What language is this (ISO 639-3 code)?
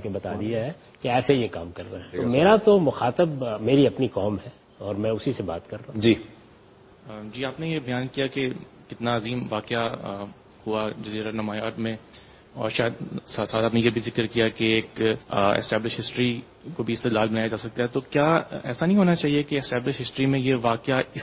urd